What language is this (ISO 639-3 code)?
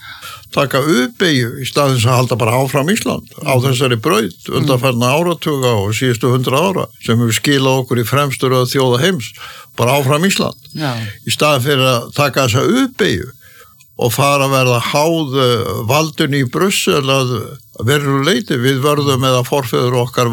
isl